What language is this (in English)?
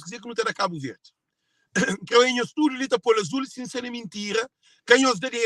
Kabuverdianu